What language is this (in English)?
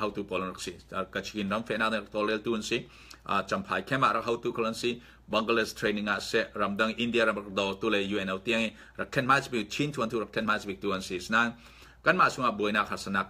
Falam Chin